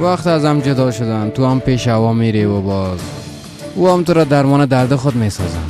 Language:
Persian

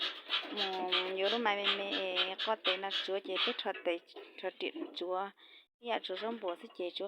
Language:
Hmong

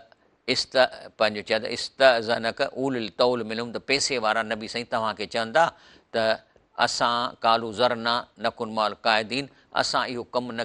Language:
Sindhi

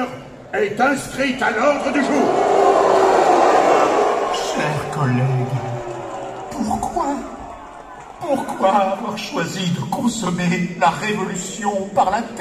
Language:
French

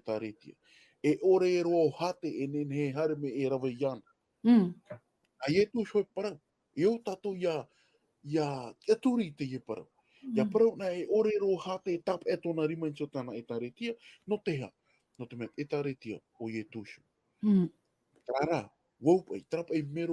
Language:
Tahitian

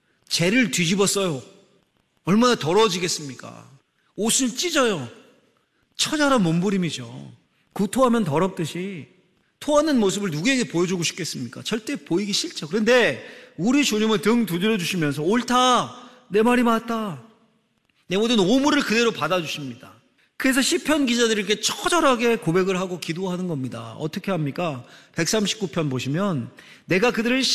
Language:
Korean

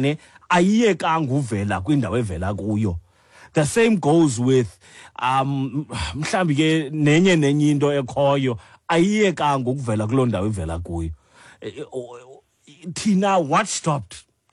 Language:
Xhosa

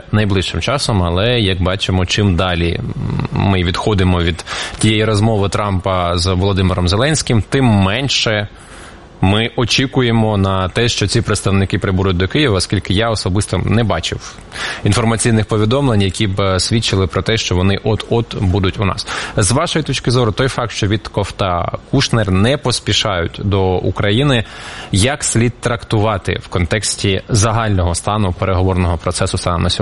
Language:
Ukrainian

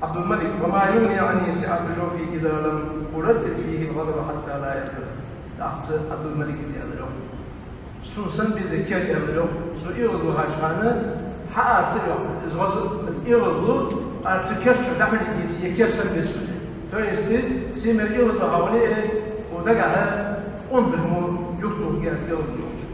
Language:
Ingush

